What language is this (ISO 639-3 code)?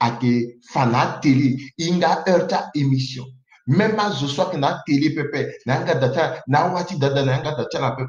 sag